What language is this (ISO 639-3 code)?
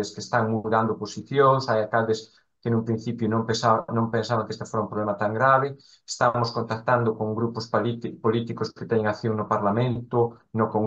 glg